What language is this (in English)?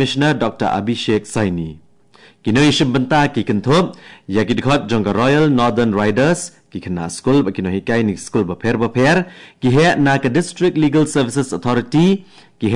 Khasi